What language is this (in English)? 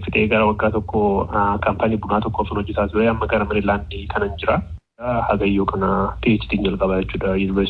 Oromo